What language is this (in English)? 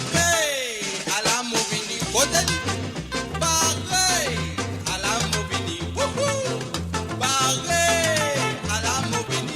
Morisyen